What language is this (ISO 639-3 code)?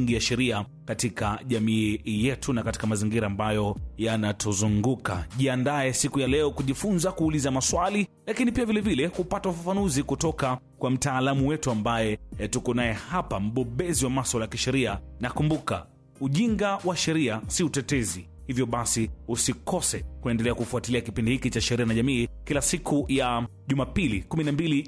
swa